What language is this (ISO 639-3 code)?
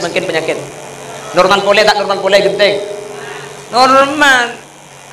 mad